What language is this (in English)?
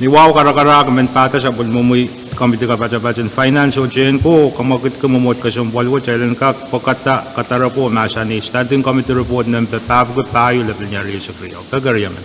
Pohnpeian